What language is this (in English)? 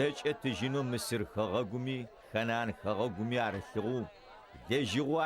Adyghe